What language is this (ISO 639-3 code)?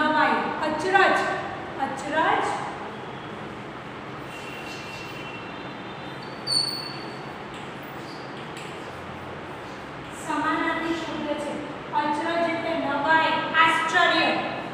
guj